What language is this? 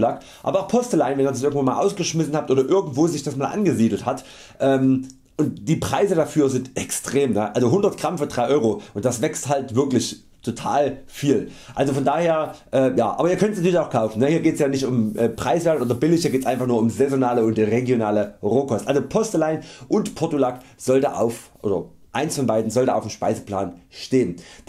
German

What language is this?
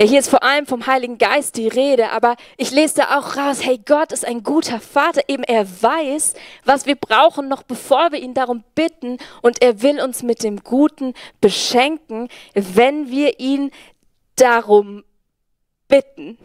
Swiss German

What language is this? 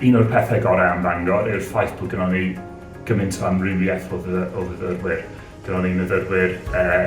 Welsh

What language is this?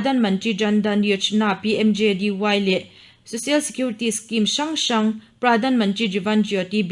Mizo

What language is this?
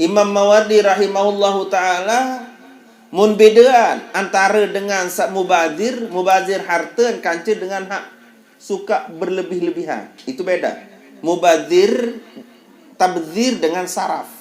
Sasak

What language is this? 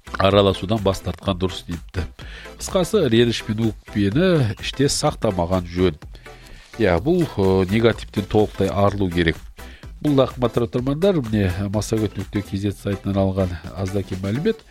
Kazakh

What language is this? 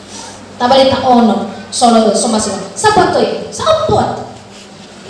Nias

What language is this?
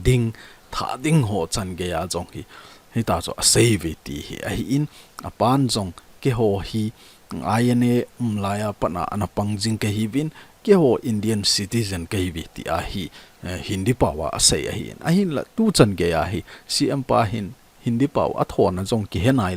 Thado Chin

